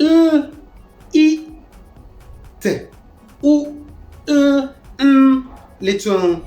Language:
Konkomba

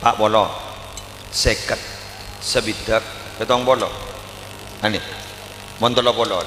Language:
Madurese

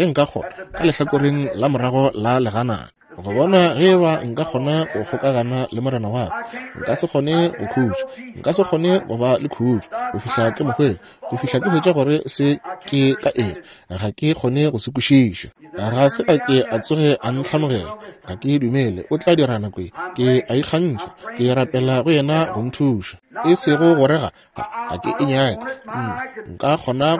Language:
Northern Sotho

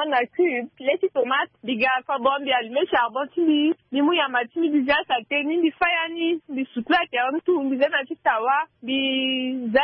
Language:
Sango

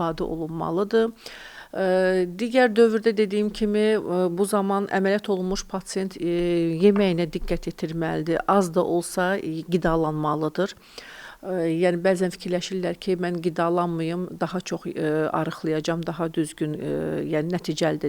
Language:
Azerbaijani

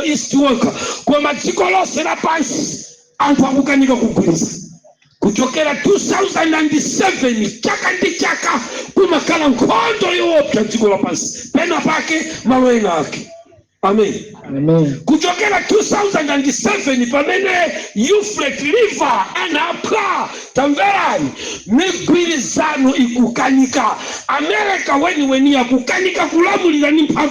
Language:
Nyanja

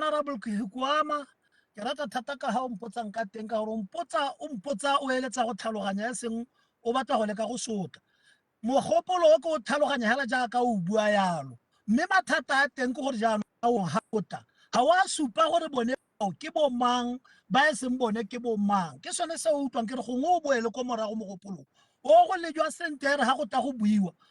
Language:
Tswana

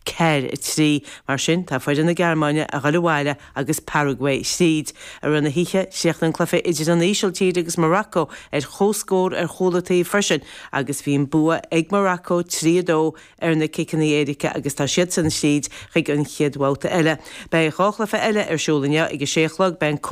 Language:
Irish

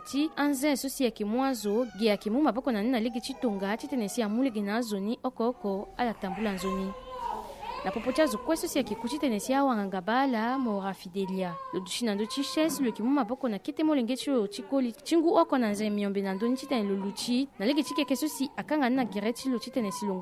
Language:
Sango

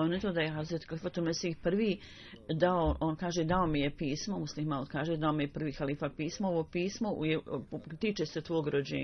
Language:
Bosnian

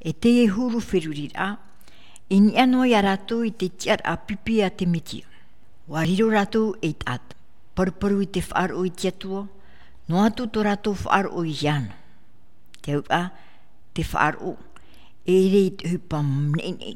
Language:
Tahitian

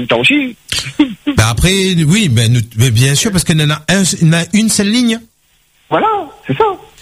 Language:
French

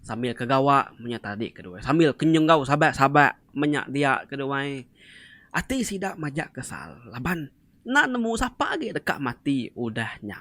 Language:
Iban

